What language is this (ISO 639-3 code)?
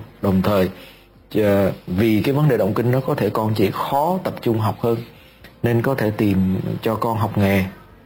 vie